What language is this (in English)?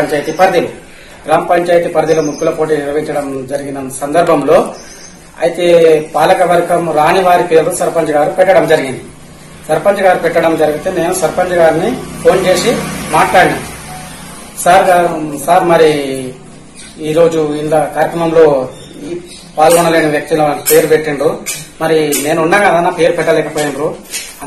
Telugu